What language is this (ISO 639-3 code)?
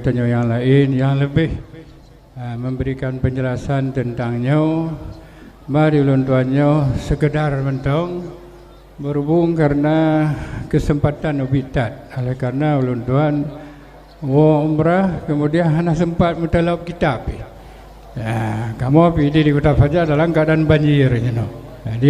ace